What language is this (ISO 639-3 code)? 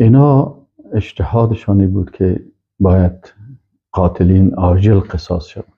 fas